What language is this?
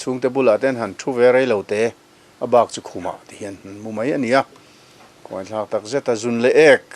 Mizo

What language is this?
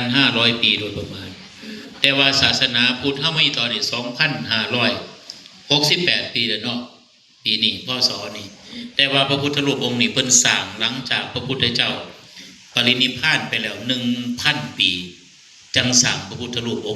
Lao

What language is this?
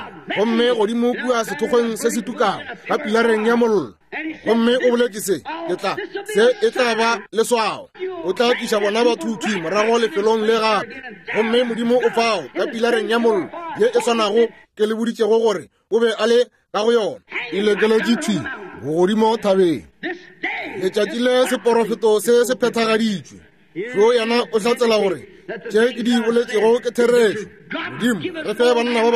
Northern Sotho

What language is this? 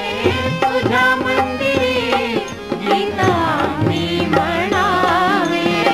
Marathi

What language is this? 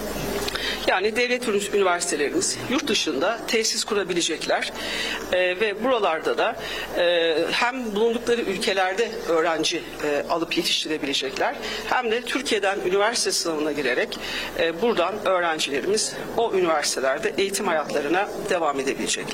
Turkish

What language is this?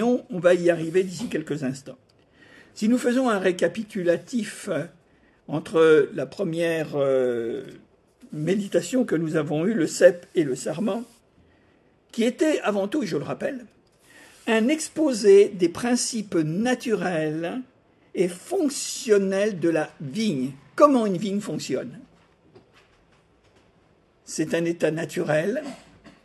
French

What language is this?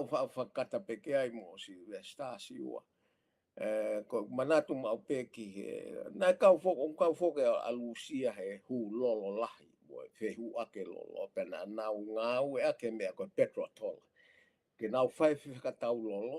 Tongan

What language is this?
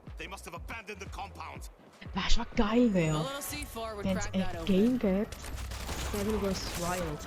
Swiss German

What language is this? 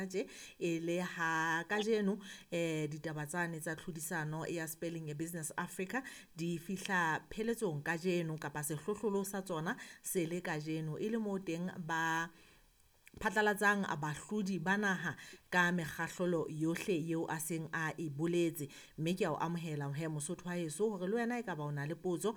Southern Sotho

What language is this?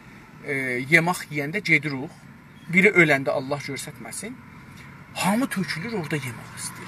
South Azerbaijani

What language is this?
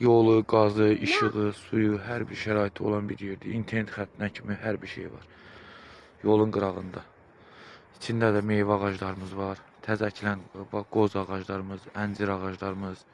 Azerbaijani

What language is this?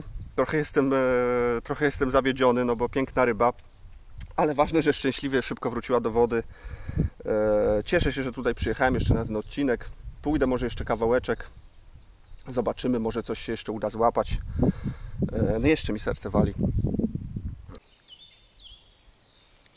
Polish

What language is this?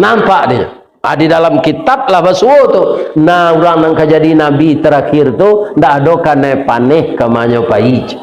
Minangkabau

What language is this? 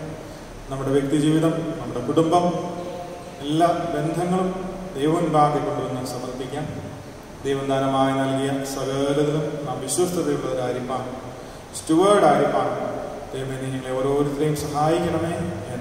Malayalam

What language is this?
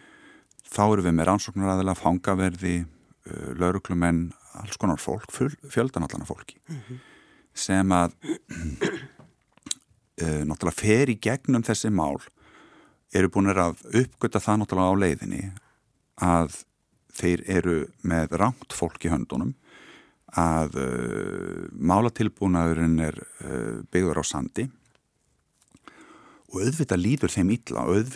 Icelandic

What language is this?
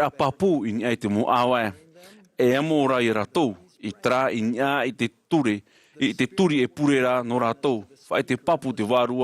Tahitian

